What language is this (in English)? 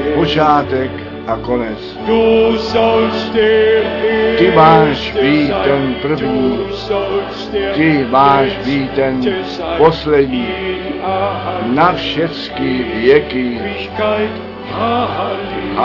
Czech